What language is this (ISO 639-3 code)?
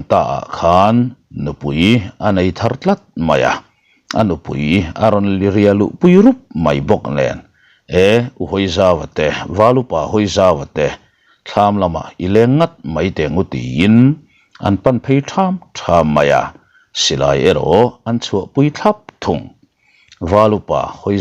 lus